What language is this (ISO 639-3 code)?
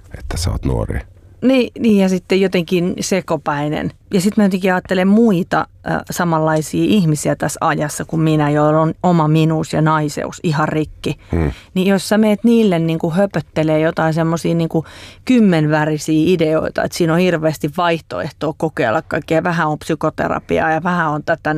fin